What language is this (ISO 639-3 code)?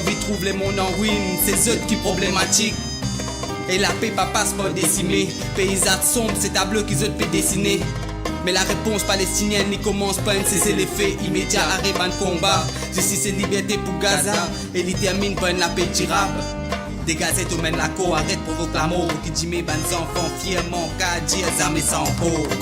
mfe